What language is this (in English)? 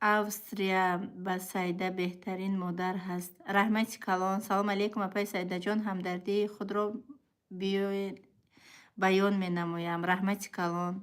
Tajik